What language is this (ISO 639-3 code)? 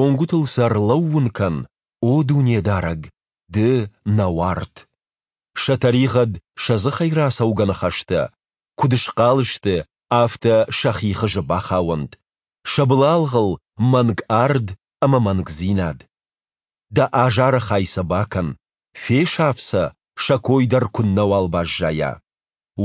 oss